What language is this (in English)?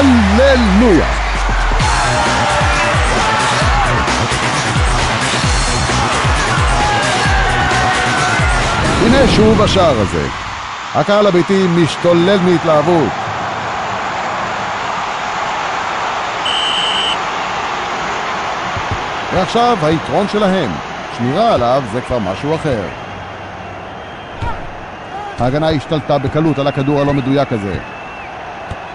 Hebrew